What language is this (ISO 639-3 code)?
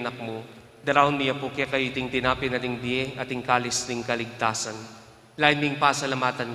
pam